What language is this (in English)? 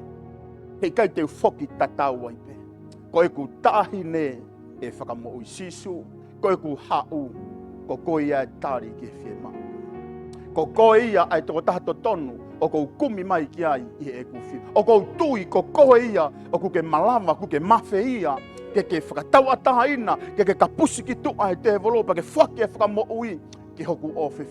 Tongan